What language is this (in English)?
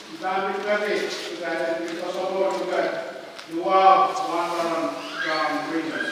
Pohnpeian